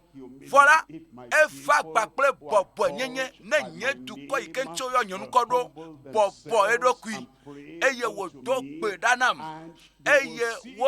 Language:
Ewe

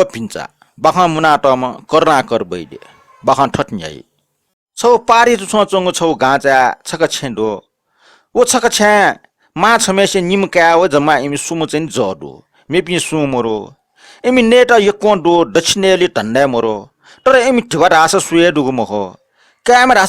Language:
Newari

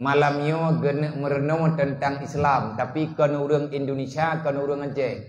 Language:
Achinese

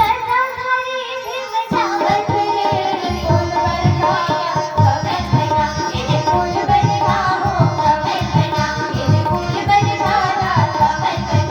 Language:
Chhattisgarhi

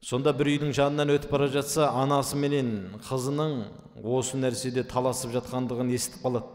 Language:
Kazakh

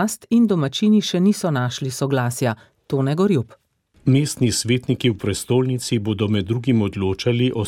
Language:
Slovenian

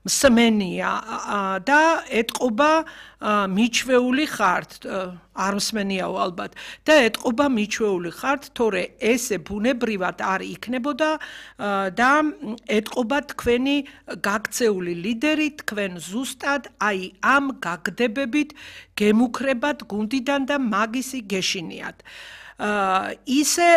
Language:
Georgian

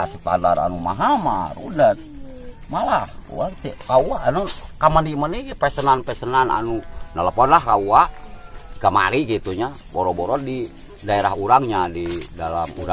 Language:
Sundanese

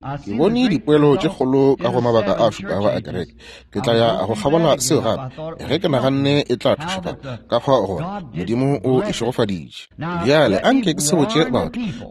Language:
Northern Sotho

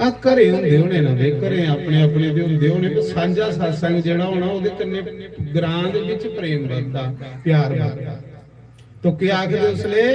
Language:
Dogri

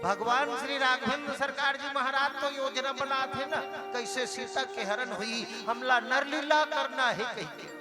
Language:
Chhattisgarhi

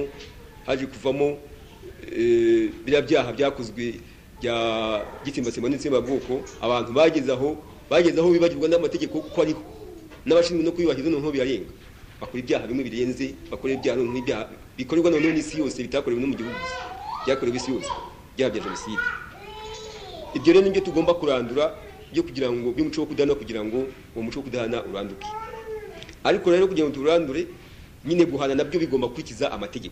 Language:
Kinyarwanda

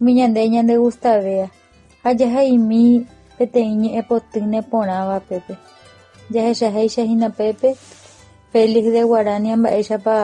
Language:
Guarani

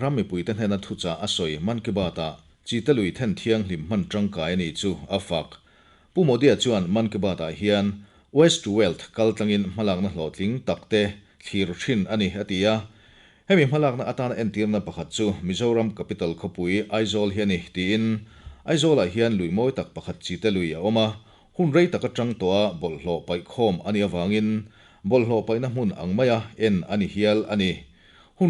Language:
Mizo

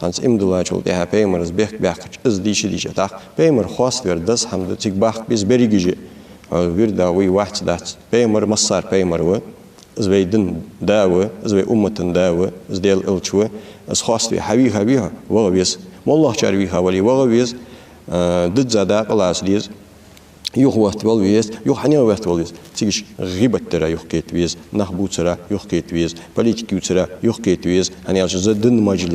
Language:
Ingush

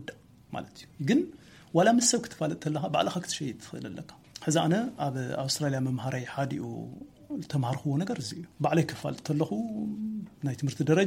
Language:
Tigrinya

